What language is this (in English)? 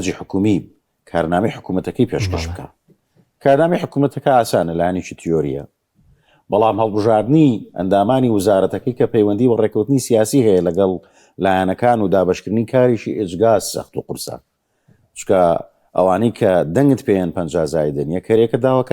Central Kurdish